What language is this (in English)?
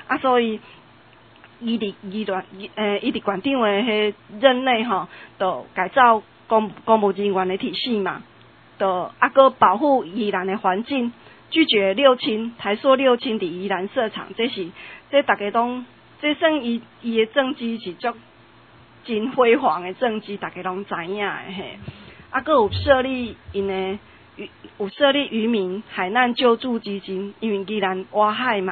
Min Nan Chinese